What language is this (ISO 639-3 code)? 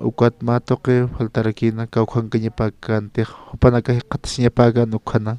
aym